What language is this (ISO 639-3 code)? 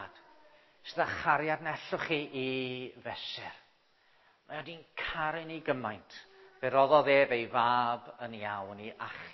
cym